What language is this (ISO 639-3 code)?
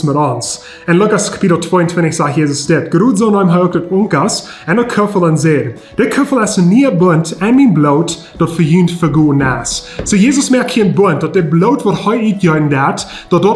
pdt